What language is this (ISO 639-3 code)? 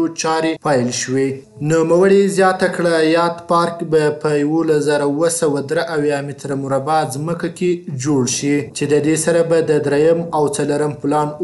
pus